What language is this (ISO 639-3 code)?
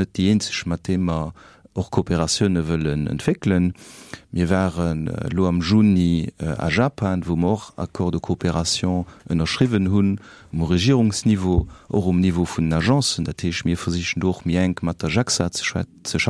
ltz